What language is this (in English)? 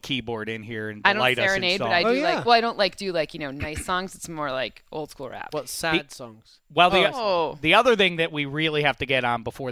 English